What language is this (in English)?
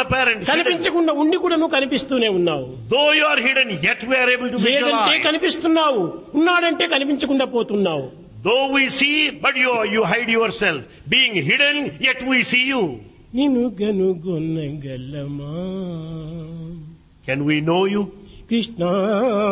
Telugu